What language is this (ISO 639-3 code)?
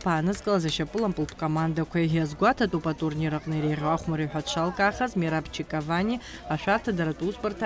abk